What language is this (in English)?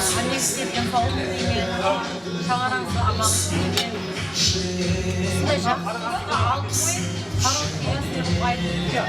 Kara-Kalpak